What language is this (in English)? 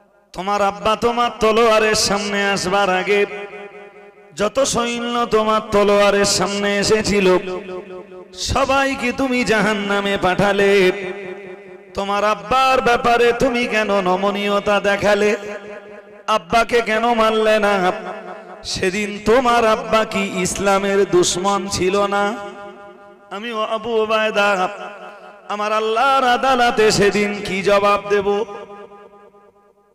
Bangla